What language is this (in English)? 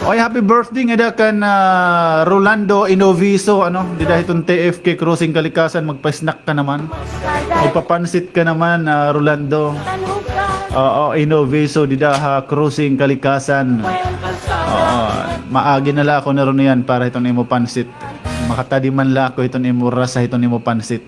Waray